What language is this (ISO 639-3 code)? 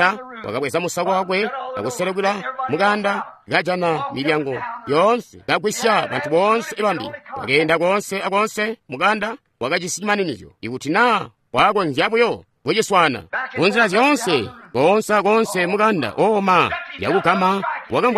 toi